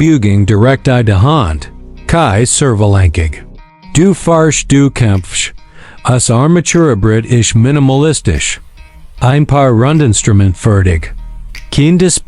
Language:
Swiss German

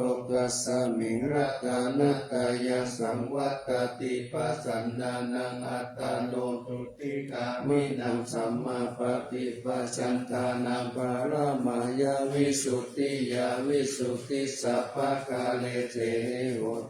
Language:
Pali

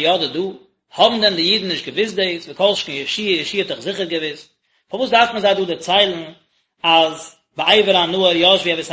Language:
Yiddish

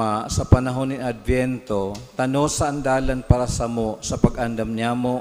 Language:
Bikol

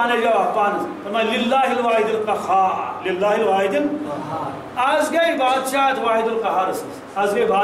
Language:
Kashmiri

